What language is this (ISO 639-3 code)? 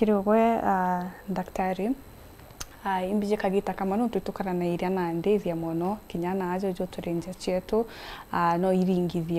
mer